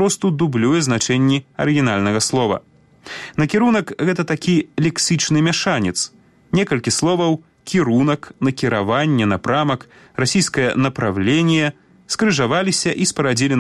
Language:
Belarusian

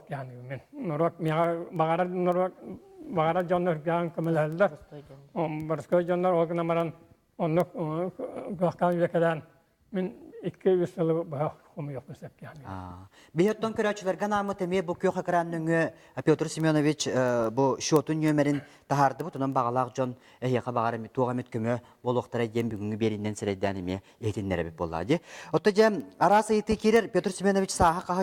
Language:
Yakut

